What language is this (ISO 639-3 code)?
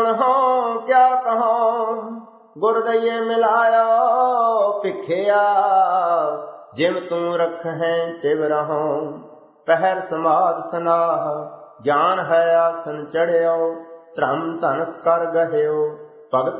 pan